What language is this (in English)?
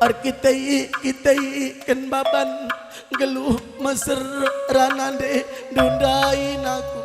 Batak Karo